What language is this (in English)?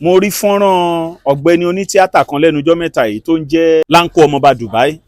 Yoruba